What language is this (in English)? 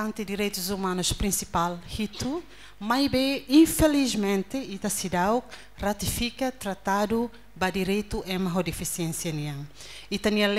Tetum